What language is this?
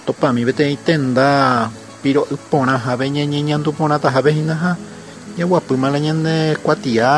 Guarani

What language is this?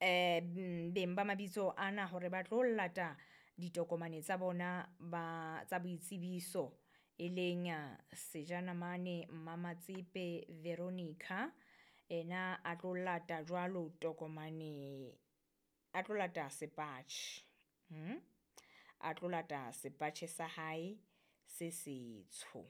Southern Sotho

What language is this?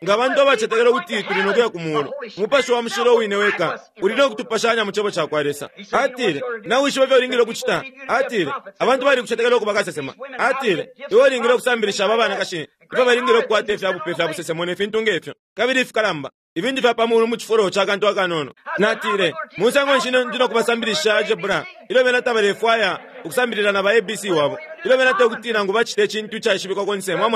Bemba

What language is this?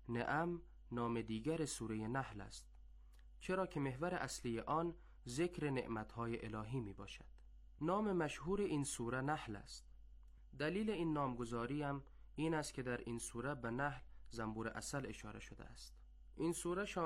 Persian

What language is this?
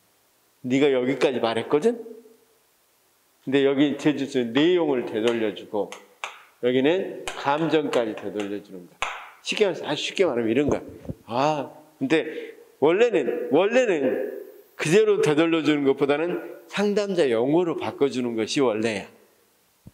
Korean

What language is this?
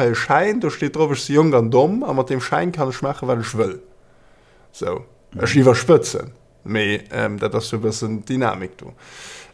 Luxembourgish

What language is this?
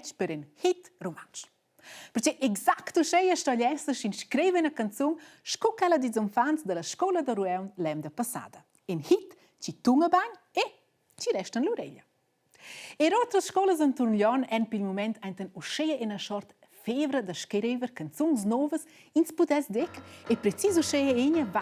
Romansh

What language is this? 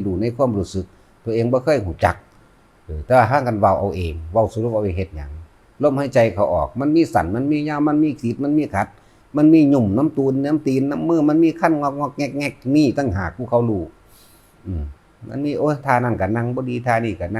Northeastern Thai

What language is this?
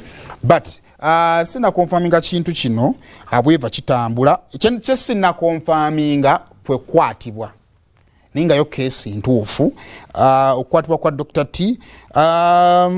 Ganda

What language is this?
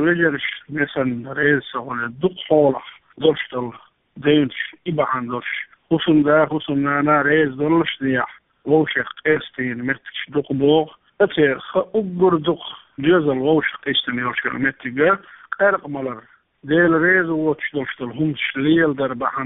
Chechen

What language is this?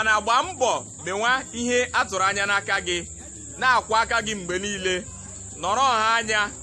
Igbo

